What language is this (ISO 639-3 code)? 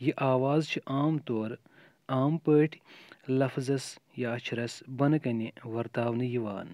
kas